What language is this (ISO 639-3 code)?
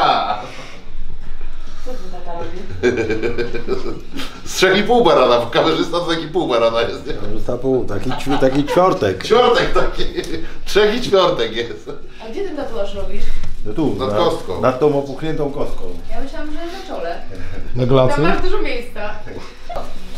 pol